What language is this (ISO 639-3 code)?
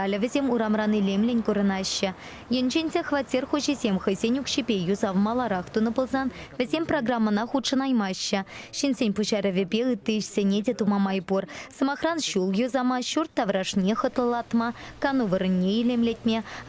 chv